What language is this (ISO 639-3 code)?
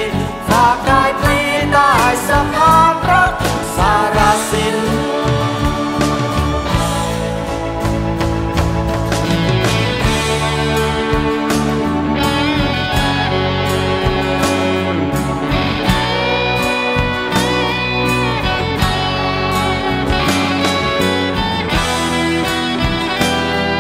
tha